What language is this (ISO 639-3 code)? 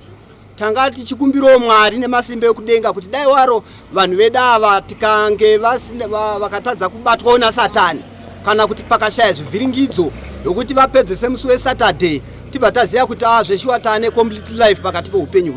sna